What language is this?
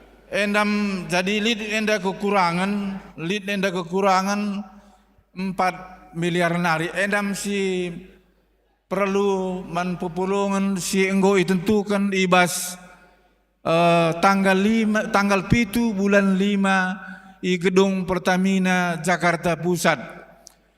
Batak Karo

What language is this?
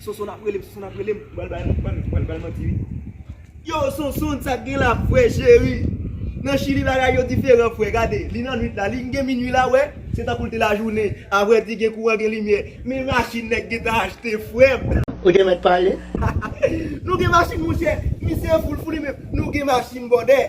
Haitian Creole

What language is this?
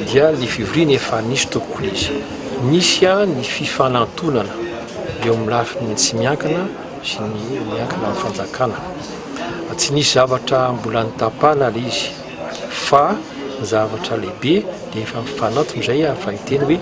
Malagasy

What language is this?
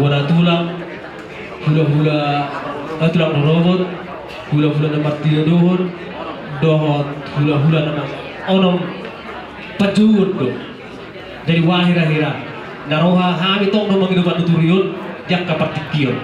Batak Toba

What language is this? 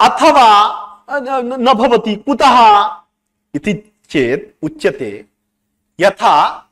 Sanskrit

